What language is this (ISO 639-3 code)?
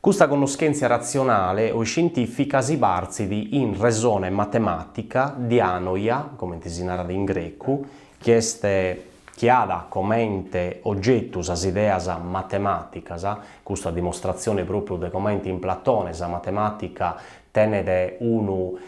srd